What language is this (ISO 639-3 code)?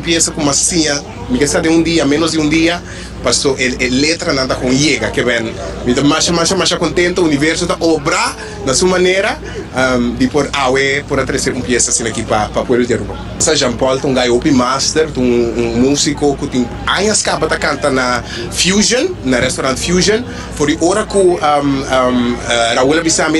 pap